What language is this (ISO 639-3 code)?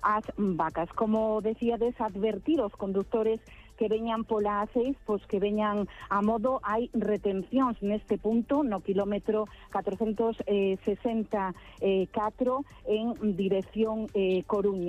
glg